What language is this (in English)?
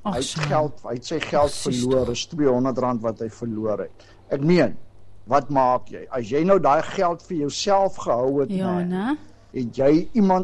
Afrikaans